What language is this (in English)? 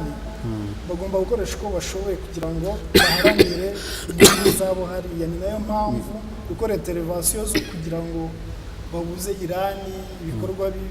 Kinyarwanda